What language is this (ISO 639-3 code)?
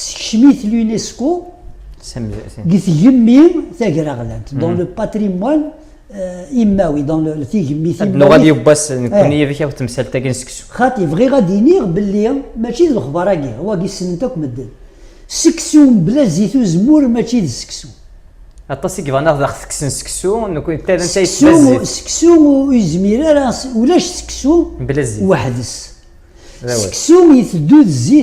kab